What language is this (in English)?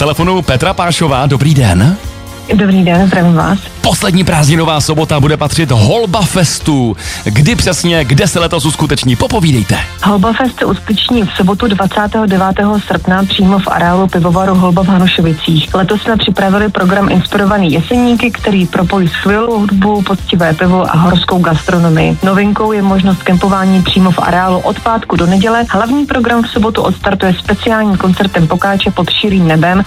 Czech